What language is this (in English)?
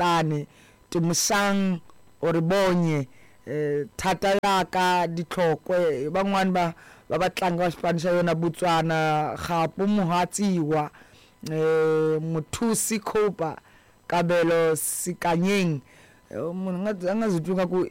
Tsonga